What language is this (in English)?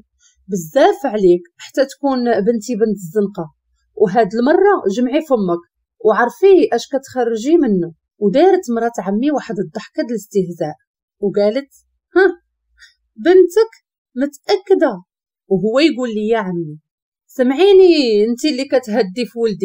Moroccan Arabic